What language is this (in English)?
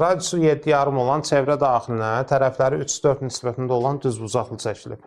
Azerbaijani